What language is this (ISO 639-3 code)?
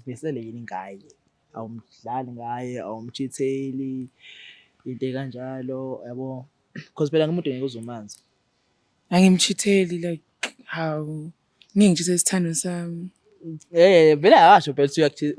zul